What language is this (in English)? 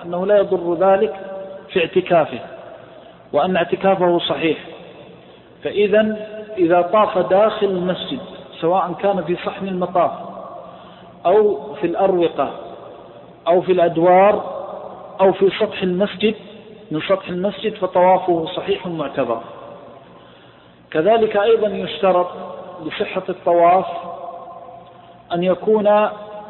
Arabic